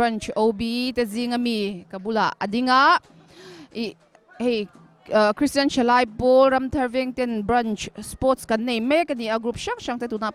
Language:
Mizo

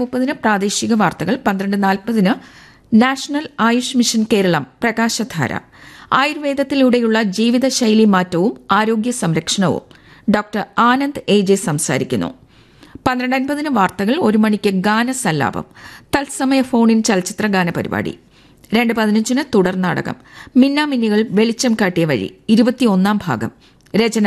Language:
Malayalam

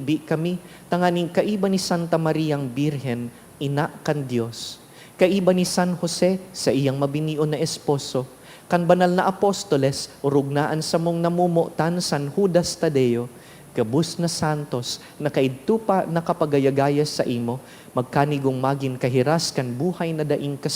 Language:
Bikol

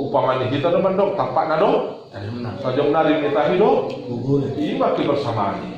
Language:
Batak Toba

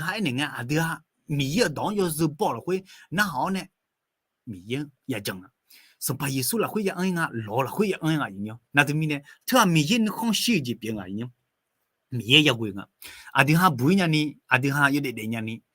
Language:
Akha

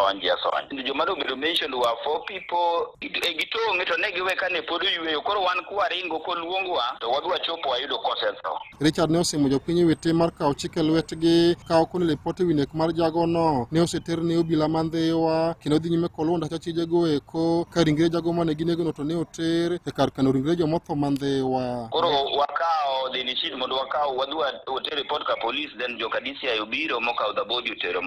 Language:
Luo (Kenya and Tanzania)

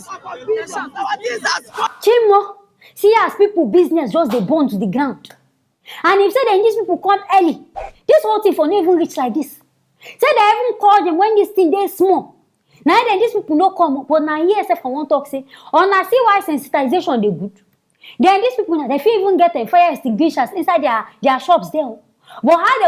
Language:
Nigerian Pidgin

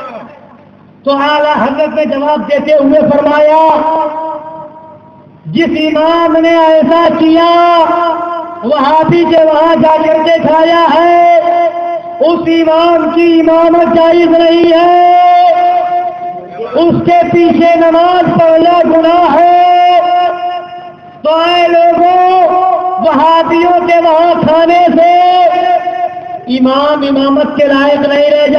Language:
Urdu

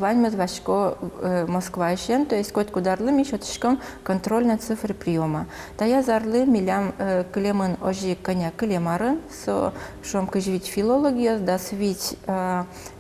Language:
Udmurt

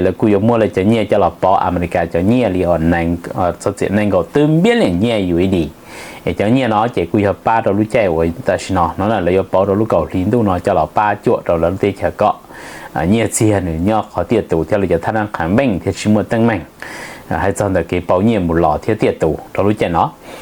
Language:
Hmong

